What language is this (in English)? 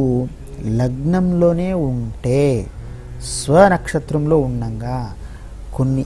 Telugu